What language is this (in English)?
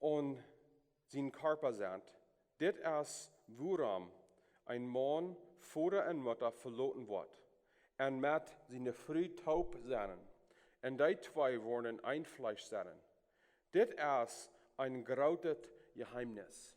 Plautdietsch